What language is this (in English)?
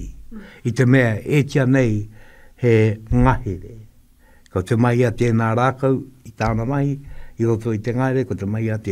Māori